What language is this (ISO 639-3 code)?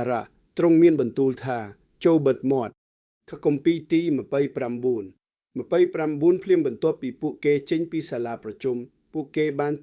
khm